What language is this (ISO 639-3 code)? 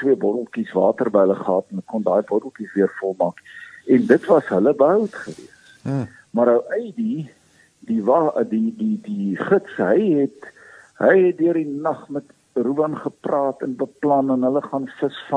afr